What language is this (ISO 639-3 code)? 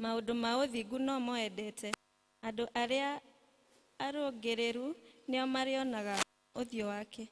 kik